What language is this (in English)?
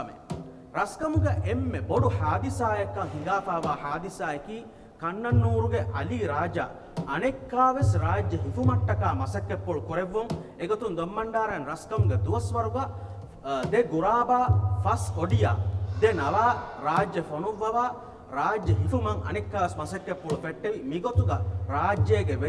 Divehi